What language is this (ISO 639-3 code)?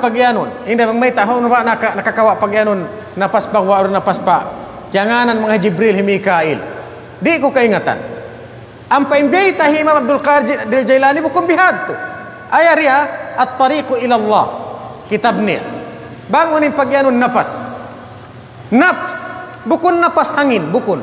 tsg